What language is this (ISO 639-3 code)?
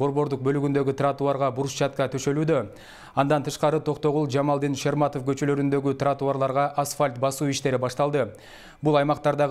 kir